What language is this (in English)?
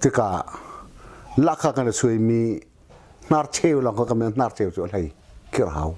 Hakha Chin